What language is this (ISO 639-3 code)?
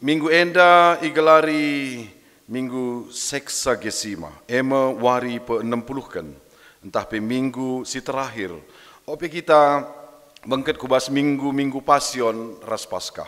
btx